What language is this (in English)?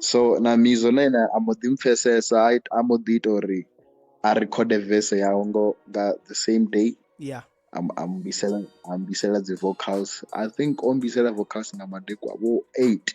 Venda